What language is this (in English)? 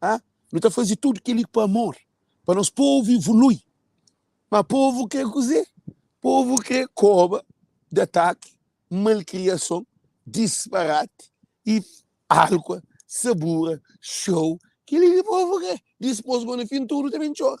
Kabuverdianu